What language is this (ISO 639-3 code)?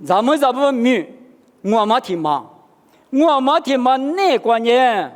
lis